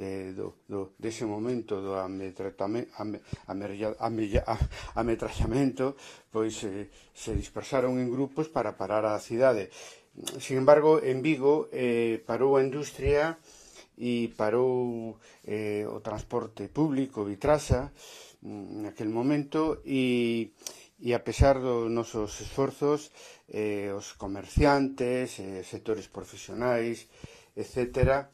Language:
Galician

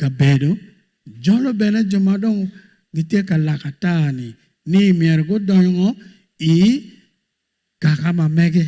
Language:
Acoli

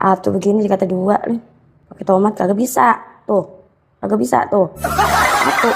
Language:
Betawi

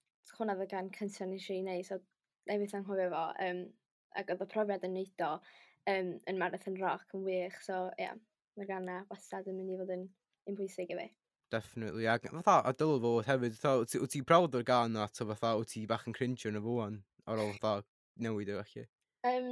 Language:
Welsh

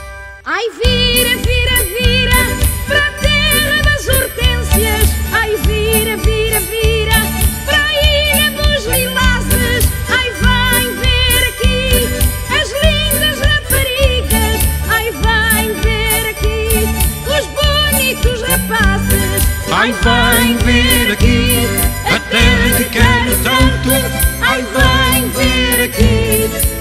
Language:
Portuguese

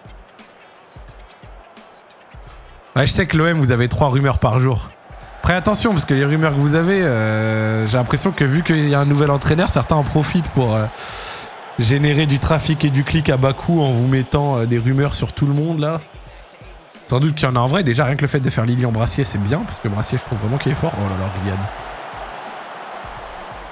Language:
French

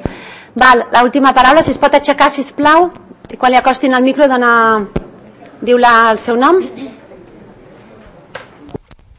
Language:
Catalan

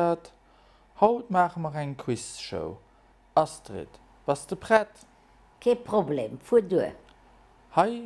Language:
Luxembourgish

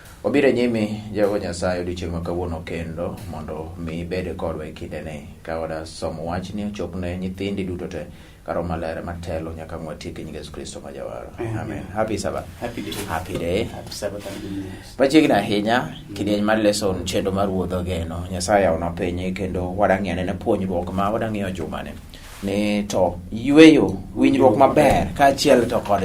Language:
Luo (Kenya and Tanzania)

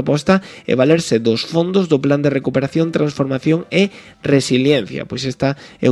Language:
Galician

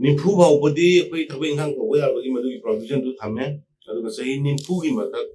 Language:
Manipuri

